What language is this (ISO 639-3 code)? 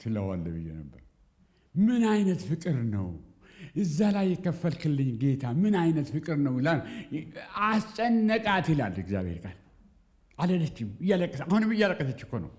amh